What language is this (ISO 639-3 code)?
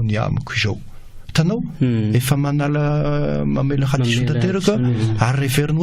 mlg